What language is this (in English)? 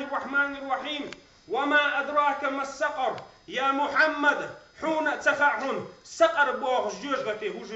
Chechen